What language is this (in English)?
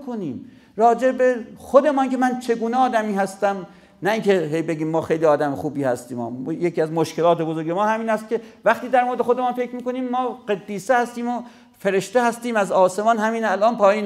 Persian